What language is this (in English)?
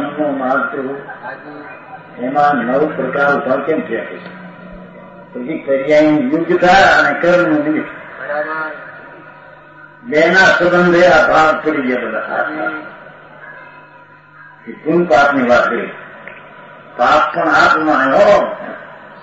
Gujarati